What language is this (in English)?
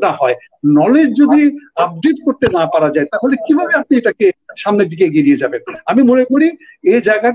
Bangla